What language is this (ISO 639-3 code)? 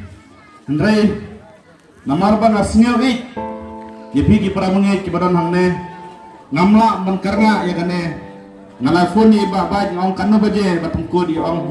kha